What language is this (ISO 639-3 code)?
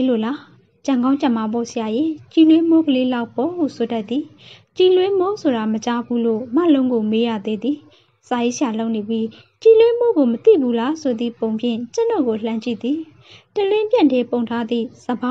mya